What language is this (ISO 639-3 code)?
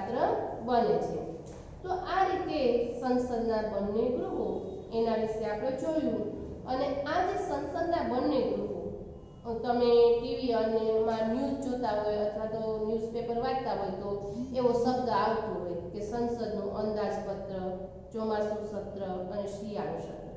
guj